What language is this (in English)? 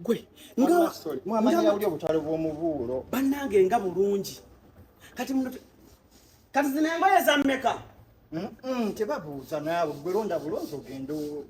Ganda